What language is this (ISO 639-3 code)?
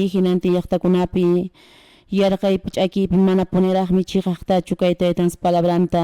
que